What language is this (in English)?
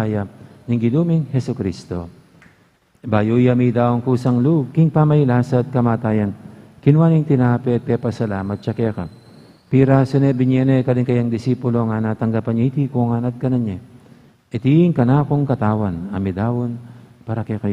Pampanga